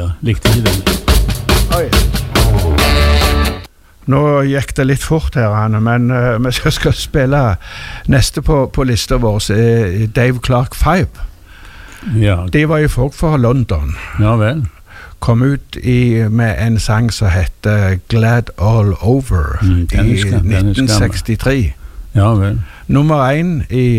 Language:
Norwegian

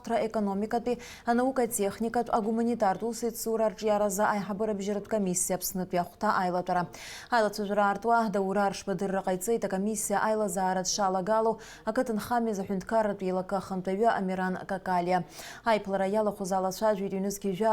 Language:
Abkhazian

